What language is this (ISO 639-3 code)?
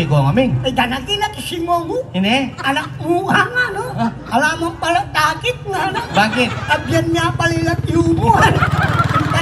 pam